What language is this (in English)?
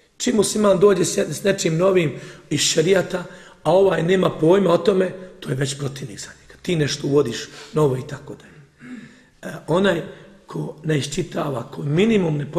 Bosnian